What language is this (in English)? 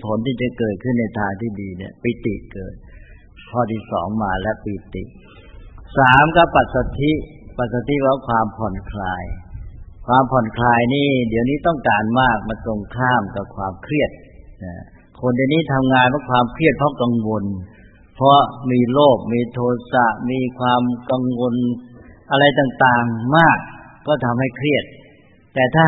Thai